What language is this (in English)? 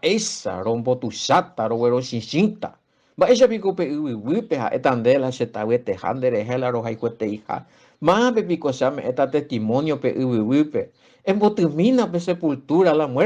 Guarani